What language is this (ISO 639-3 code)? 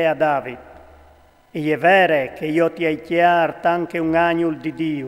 fur